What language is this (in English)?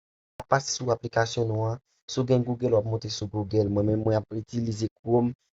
Haitian Creole